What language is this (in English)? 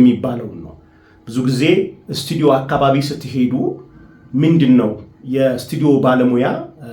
Amharic